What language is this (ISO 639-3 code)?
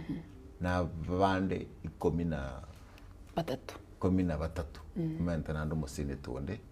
guz